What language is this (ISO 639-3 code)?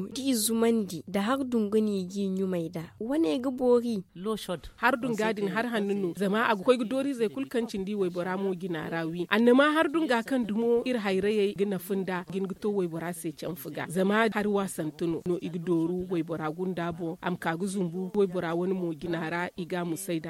dje